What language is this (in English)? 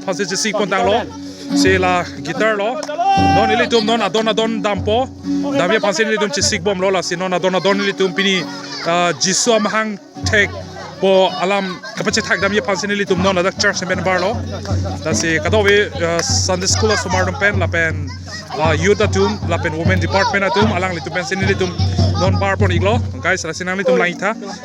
Karbi